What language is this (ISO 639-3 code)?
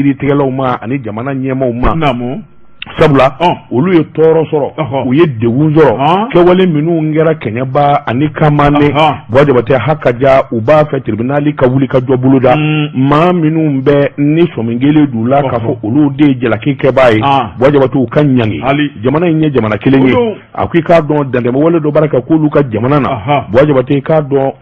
bam